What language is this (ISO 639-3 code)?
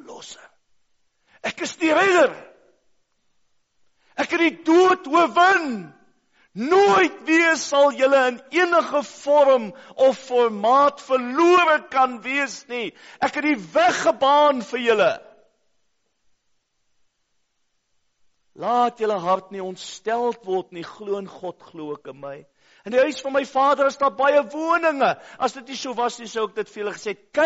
afr